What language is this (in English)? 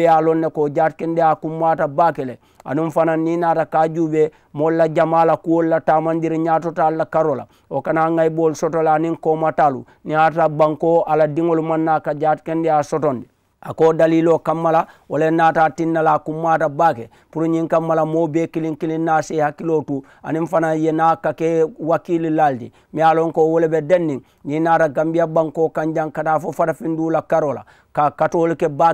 Mandingo